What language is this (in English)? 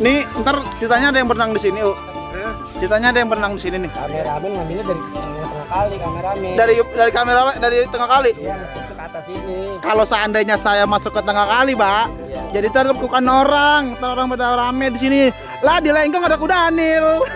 Betawi